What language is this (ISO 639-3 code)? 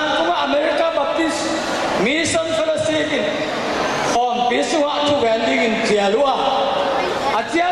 ctd